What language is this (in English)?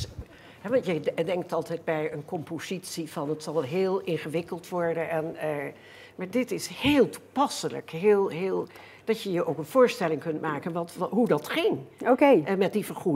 Dutch